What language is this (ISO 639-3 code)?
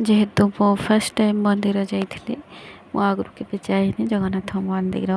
ori